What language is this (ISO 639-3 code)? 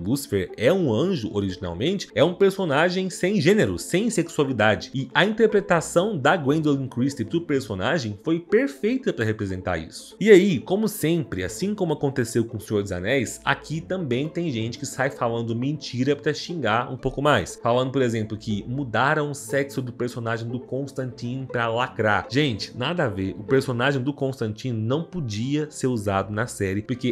por